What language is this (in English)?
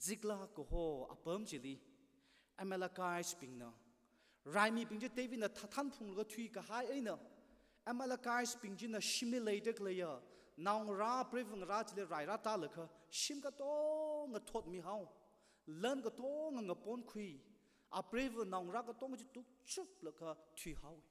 Tangkhul Naga (India)